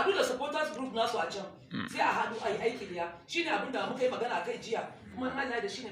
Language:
Hausa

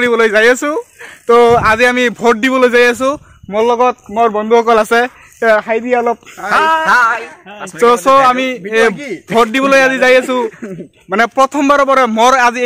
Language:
Assamese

